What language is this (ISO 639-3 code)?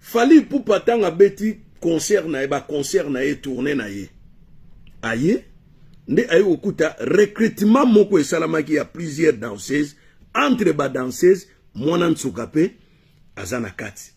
lin